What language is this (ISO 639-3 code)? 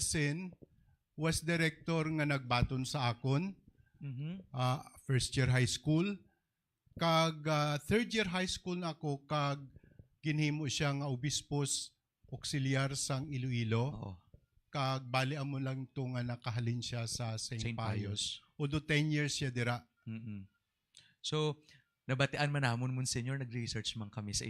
hil